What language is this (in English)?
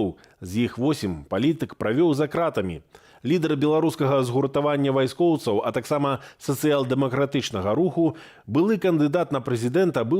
Belarusian